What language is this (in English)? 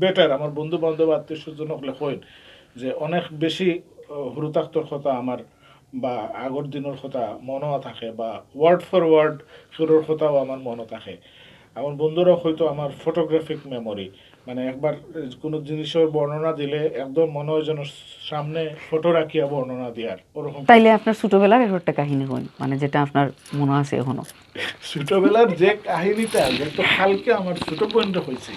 Sylheti